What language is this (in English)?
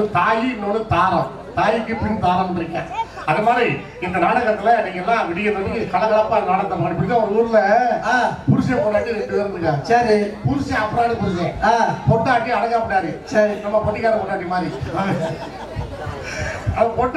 Tamil